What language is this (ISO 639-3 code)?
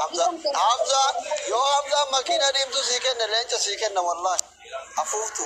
orm